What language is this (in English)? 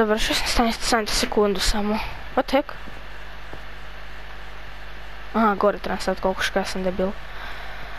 Croatian